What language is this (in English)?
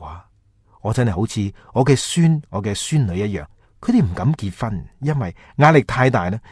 Cantonese